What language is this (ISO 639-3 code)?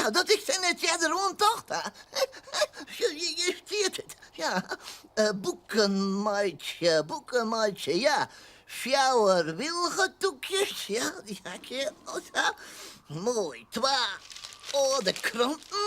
fry